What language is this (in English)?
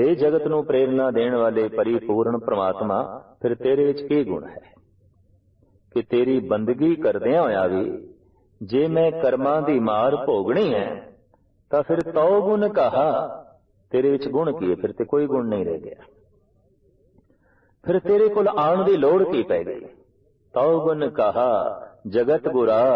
Punjabi